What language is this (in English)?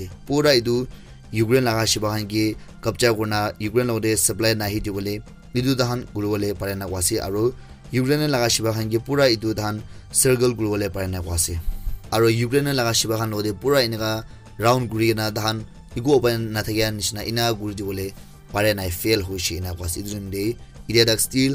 Naga Pidgin